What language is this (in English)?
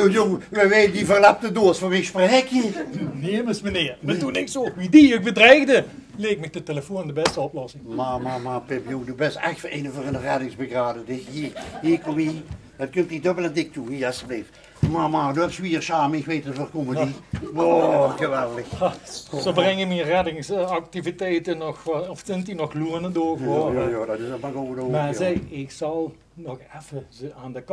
Limburgish